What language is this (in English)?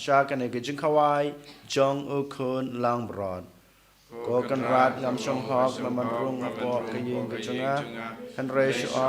Khasi